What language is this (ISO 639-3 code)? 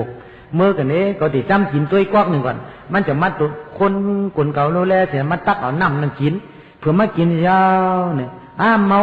shn